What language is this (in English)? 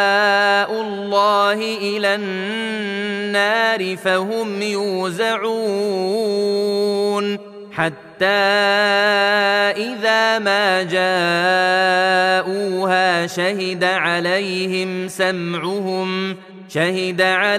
Arabic